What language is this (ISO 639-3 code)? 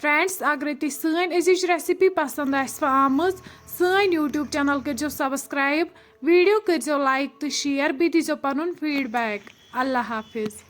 kas